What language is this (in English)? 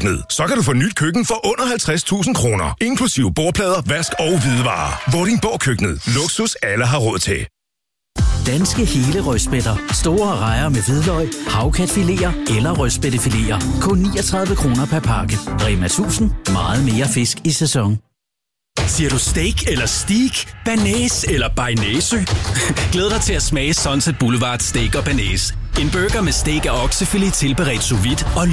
Danish